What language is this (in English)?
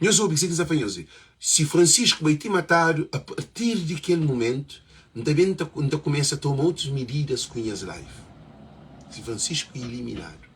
Kabuverdianu